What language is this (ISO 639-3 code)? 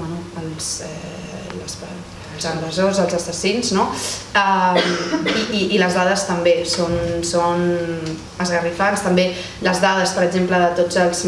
cat